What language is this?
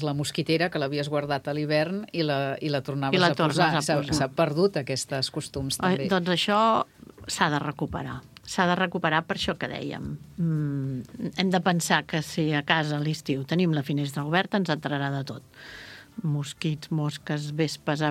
Catalan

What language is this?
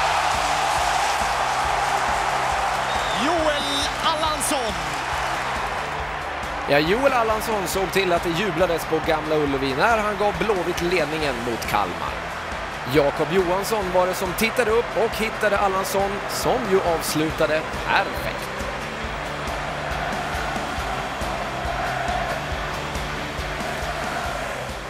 Swedish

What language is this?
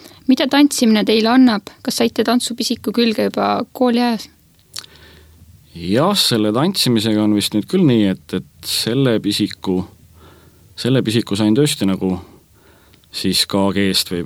Estonian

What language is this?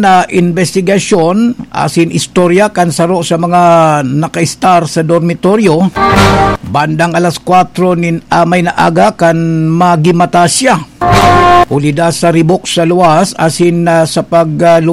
Bikol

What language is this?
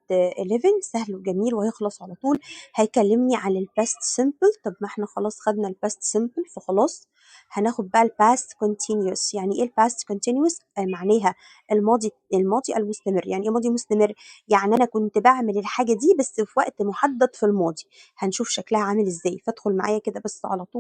Egyptian Arabic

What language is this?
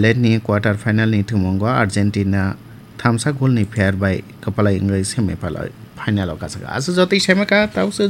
Kok Borok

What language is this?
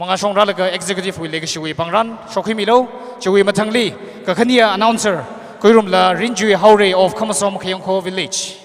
Tangkhul Naga (India)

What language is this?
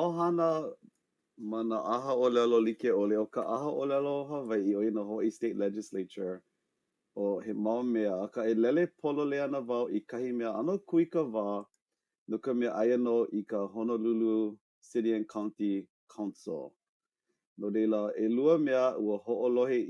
Hawaiian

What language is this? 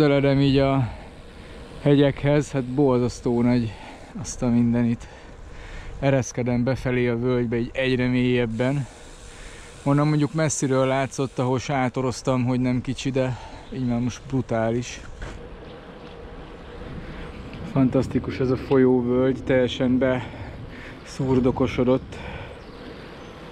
Hungarian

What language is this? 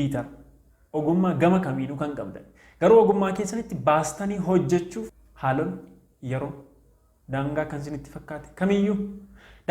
Oromo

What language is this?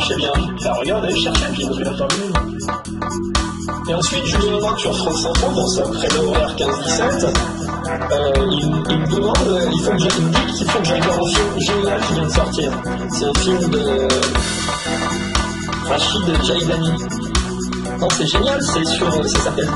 French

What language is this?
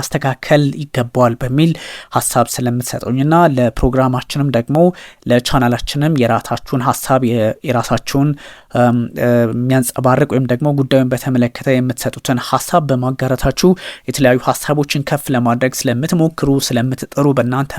Amharic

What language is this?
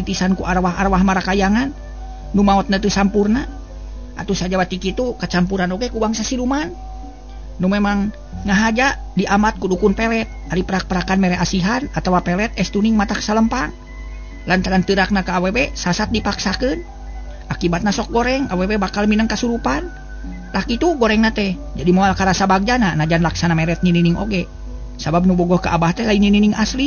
Sundanese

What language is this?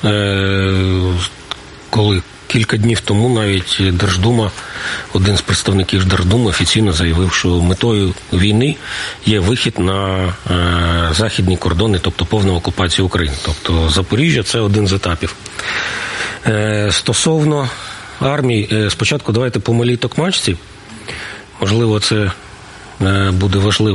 Ukrainian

